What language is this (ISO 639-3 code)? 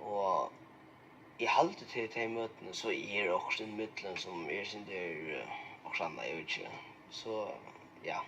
fao